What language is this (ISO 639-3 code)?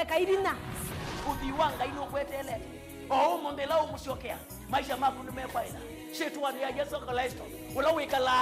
kam